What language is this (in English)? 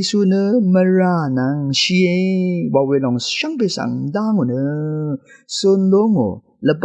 Rawang